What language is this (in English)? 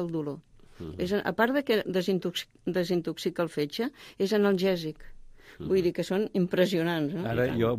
Catalan